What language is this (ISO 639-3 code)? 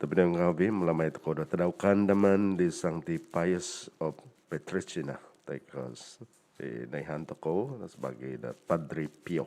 dtp